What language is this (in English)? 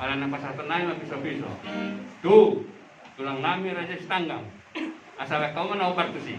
Batak Toba